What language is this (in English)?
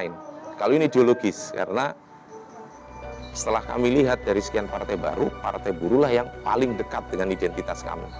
Indonesian